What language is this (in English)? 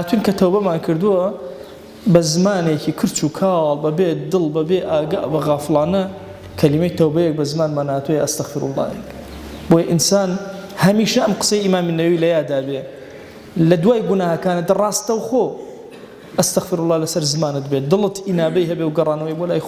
Central Kurdish